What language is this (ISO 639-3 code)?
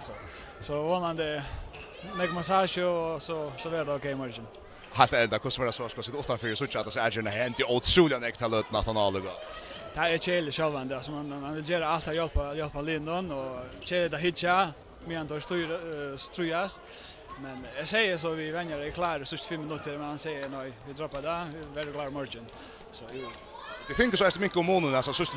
fao